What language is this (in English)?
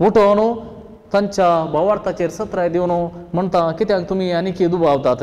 Konkani